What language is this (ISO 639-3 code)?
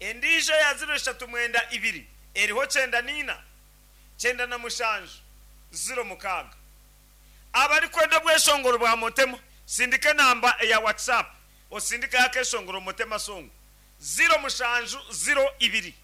nyn